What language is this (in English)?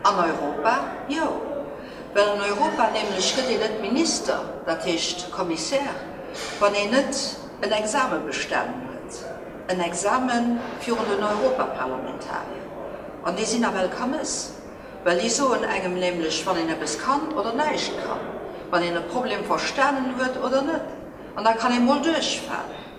Luxembourgish